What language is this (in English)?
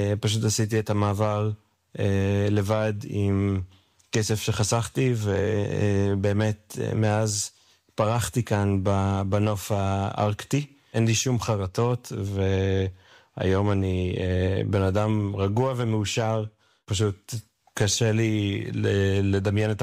Hebrew